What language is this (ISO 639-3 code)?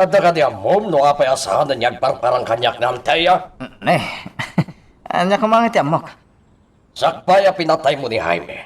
ilo